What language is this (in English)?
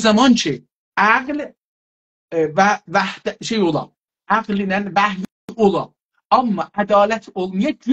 South Azerbaijani